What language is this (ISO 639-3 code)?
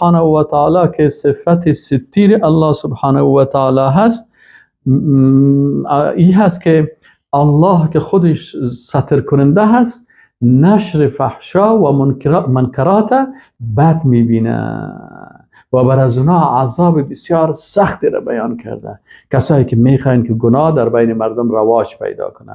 fas